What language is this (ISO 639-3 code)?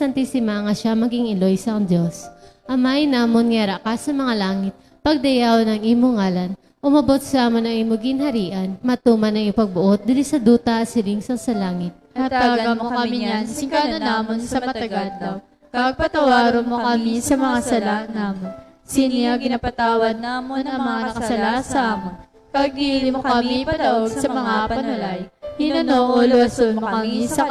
hil